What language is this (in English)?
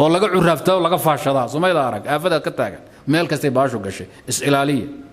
Somali